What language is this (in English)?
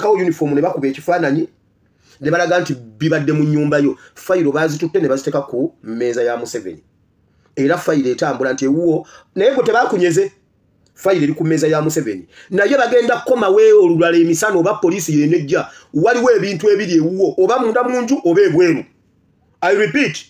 Ganda